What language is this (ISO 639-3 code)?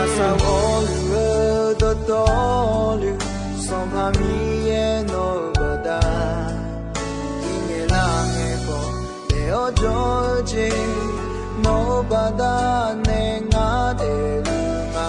ahk